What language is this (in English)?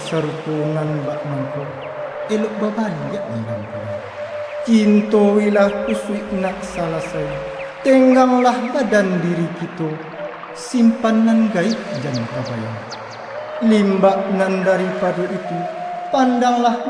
Minangkabau